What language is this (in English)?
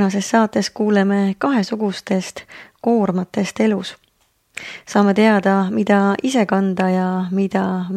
Estonian